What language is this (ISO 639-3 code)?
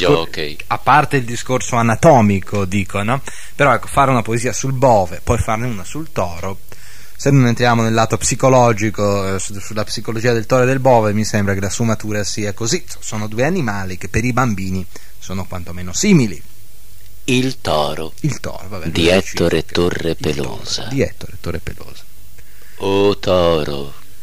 ita